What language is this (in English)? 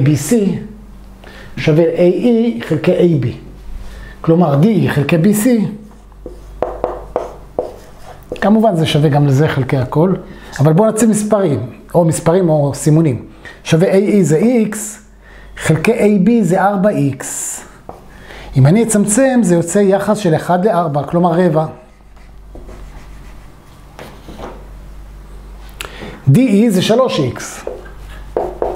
Hebrew